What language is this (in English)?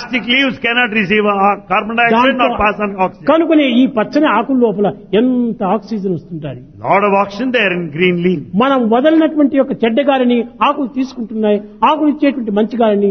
Telugu